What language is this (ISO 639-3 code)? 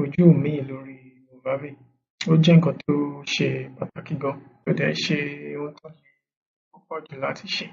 yor